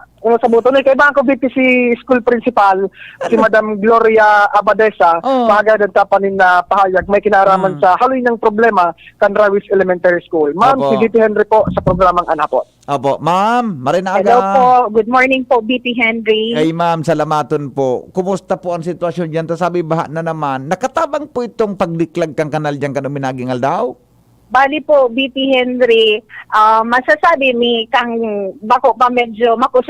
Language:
Bikol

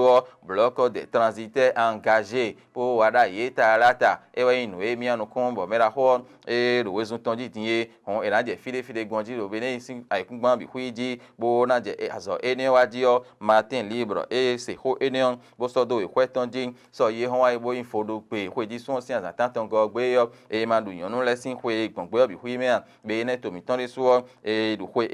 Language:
Fon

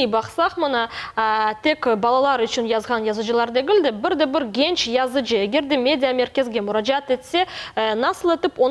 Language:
Crimean Tatar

